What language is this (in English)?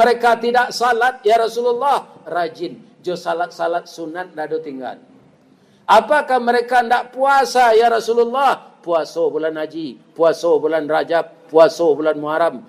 Minangkabau